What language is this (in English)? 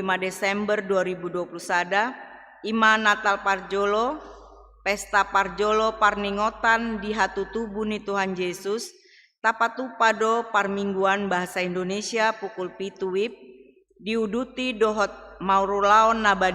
Batak Toba